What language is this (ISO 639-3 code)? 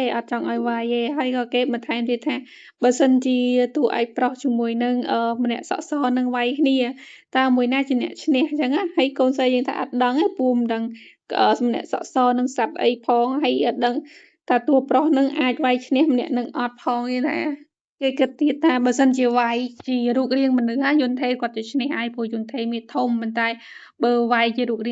khm